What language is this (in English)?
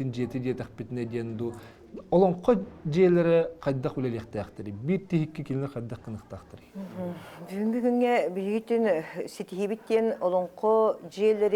Yakut